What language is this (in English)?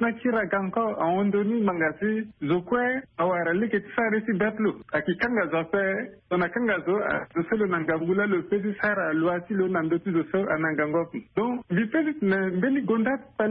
Sango